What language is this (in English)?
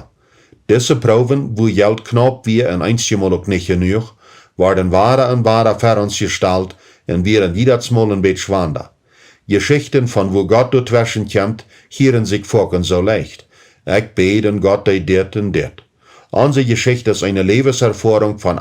Plautdietsch